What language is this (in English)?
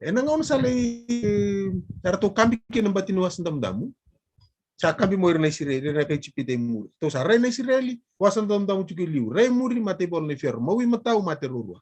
Fijian